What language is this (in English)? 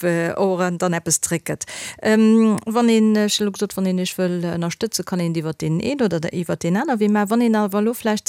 Luxembourgish